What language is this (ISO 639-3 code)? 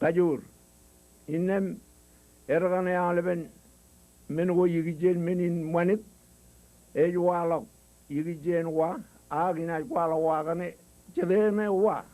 mah